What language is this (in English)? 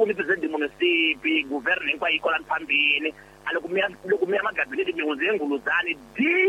Tsonga